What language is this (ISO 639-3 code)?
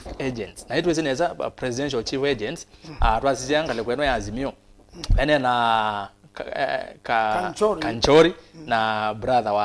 kam